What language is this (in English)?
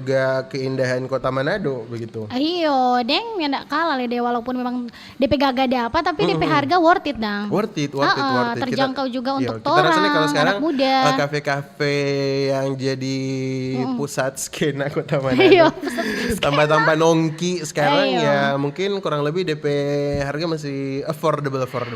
Manado Malay